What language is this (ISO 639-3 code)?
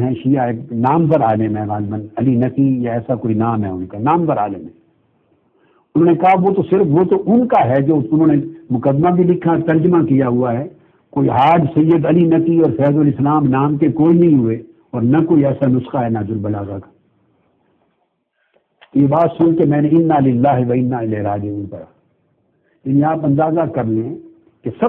urd